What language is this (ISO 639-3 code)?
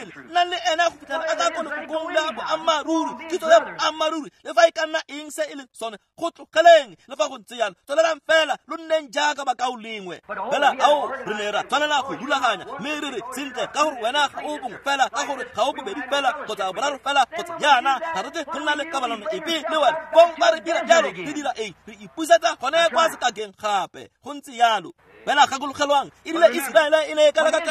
tsn